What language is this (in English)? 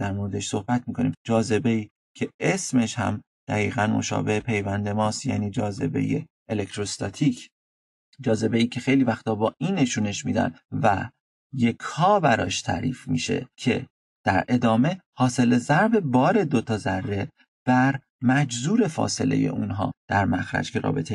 Persian